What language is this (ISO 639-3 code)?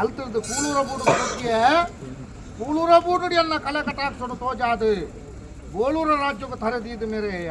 tcy